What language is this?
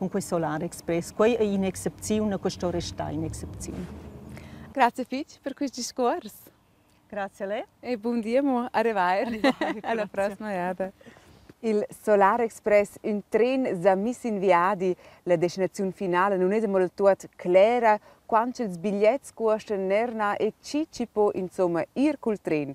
Romansh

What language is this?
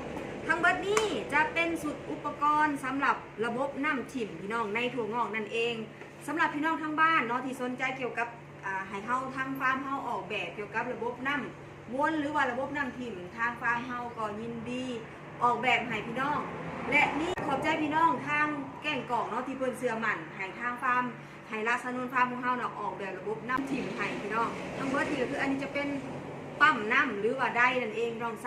Northeastern Thai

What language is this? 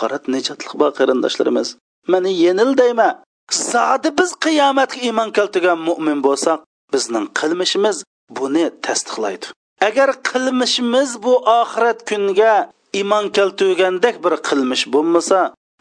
Uyghur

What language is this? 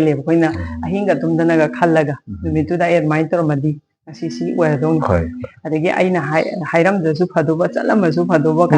Manipuri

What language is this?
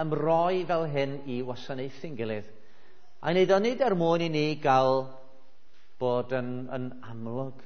Welsh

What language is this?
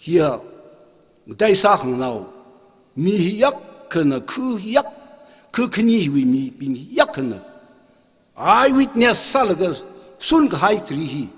Tangkhul Naga (India)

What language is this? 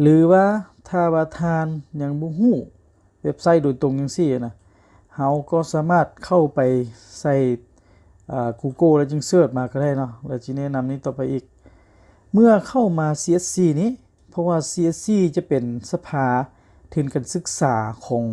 Lao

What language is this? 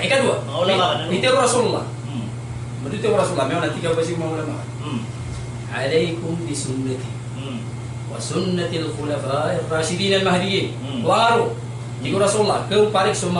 Maranao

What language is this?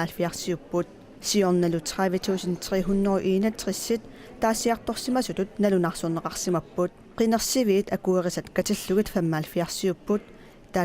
Kalaallisut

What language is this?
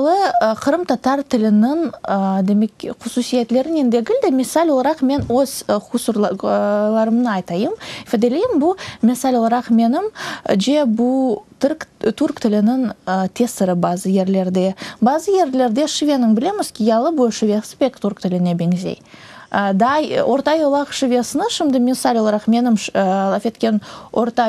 Crimean Tatar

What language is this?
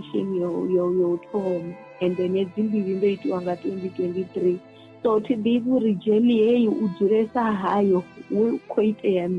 Venda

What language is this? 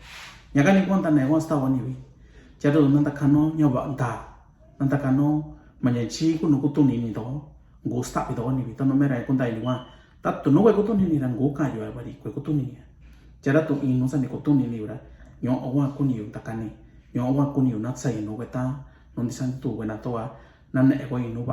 Mixtepec Mixtec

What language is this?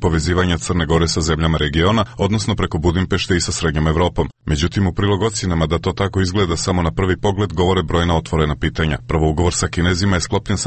Serbian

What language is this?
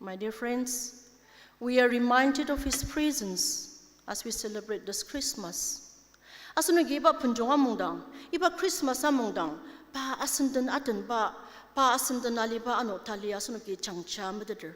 Ao Naga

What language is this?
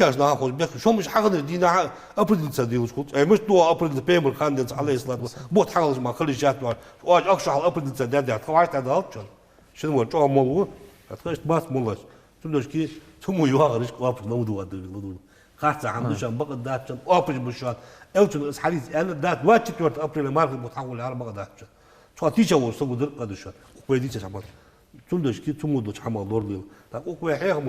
Ingush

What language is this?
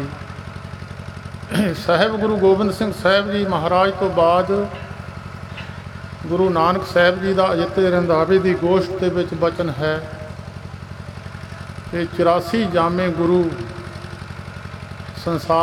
Punjabi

